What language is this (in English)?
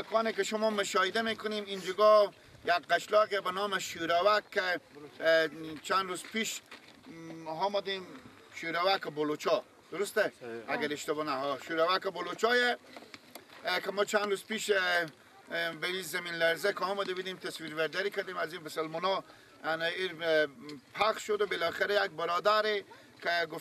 Persian